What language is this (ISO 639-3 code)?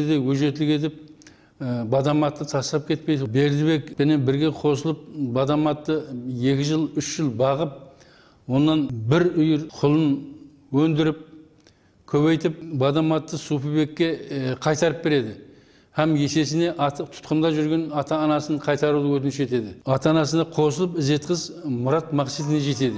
kaa